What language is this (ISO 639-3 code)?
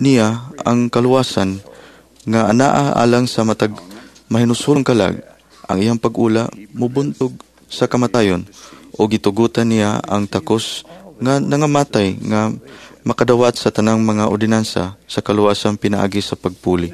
ceb